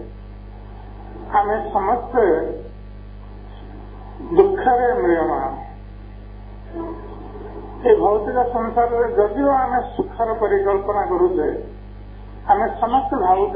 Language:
Odia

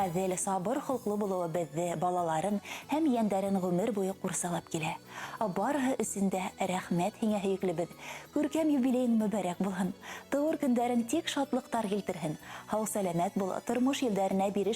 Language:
Bashkir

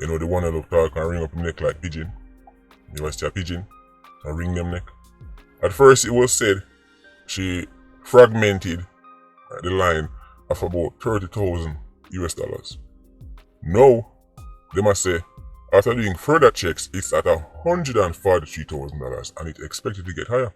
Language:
Jamaican Creole English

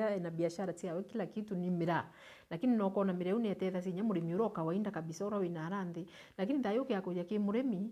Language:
Meru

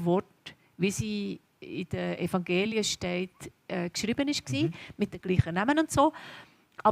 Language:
Swiss German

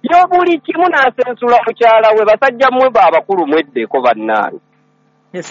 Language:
Ganda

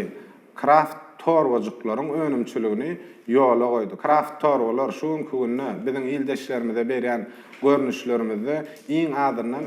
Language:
Turkmen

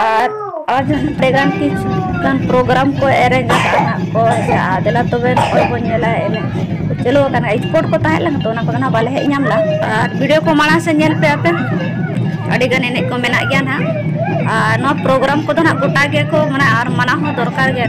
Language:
Santali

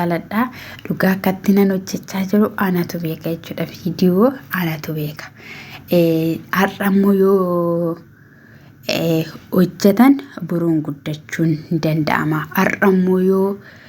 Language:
Oromo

